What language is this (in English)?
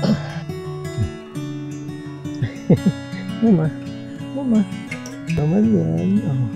Bikol